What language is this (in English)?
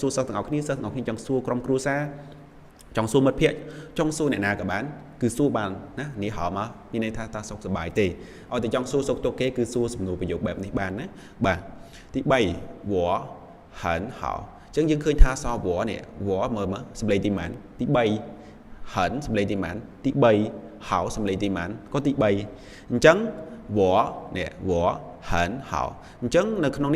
Khmer